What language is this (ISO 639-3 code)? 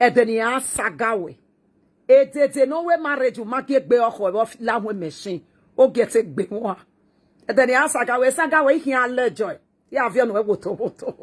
pcm